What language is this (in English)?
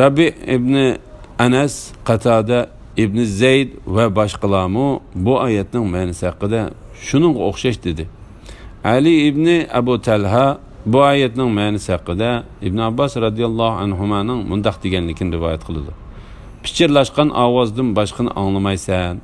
Uyghur